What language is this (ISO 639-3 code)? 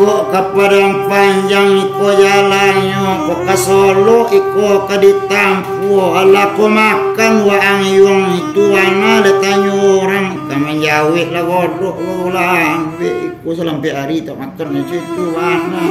min